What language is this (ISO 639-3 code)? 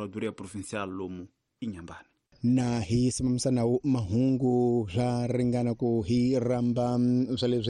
tso